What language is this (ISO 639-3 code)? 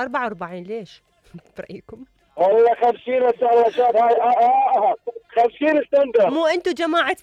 acm